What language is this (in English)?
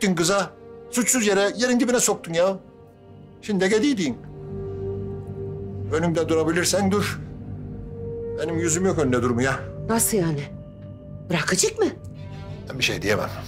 Turkish